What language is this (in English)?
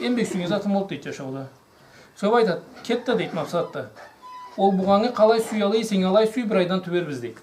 Karachay-Balkar